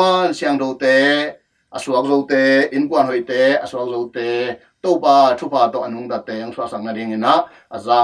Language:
Tedim Chin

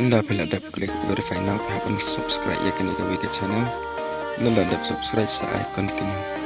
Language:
Khasi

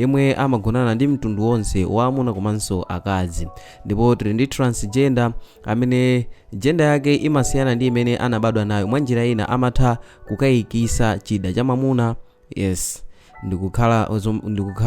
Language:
Nyanja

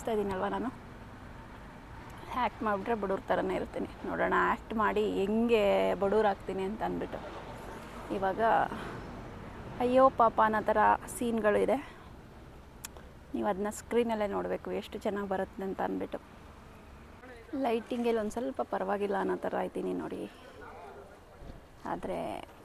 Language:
Kannada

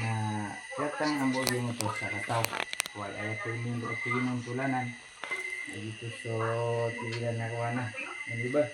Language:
Maranao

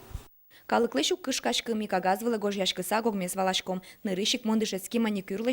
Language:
Udmurt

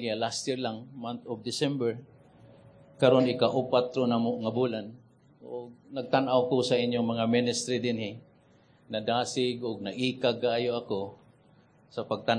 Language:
Cebuano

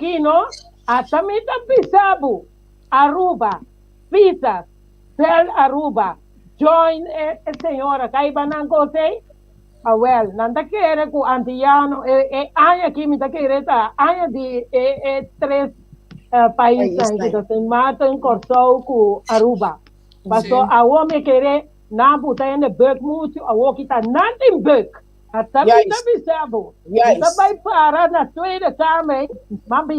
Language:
Papiamento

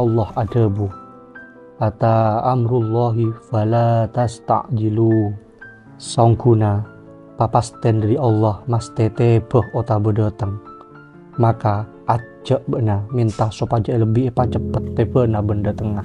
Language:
Madurese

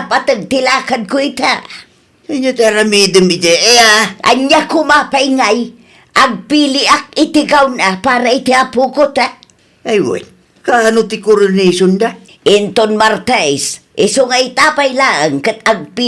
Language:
Iloko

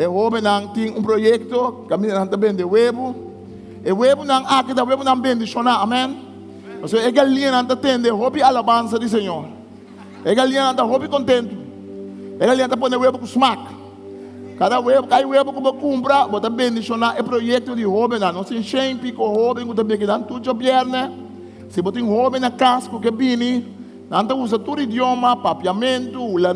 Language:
Papiamento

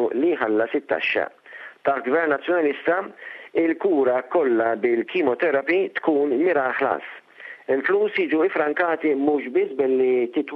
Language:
Maltese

